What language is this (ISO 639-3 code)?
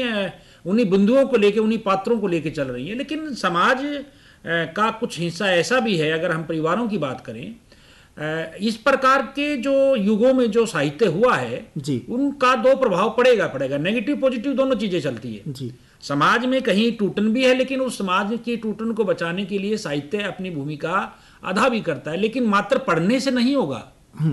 hin